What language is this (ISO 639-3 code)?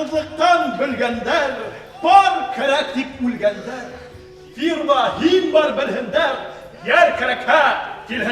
bak